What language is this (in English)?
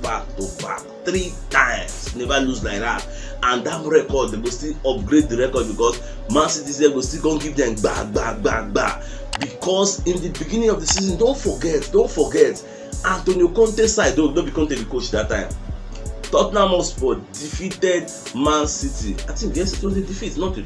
Nigerian Pidgin